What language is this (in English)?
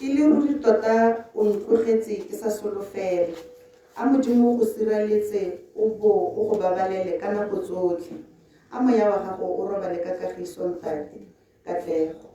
Tswana